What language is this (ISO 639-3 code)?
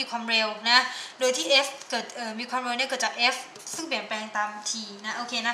tha